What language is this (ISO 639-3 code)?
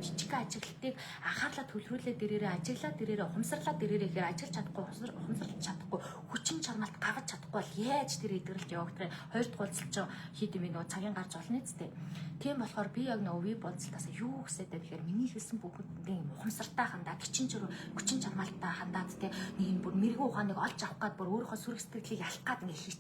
mon